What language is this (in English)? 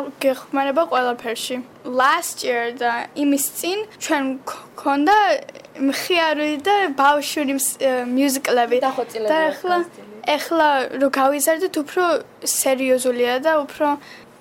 Georgian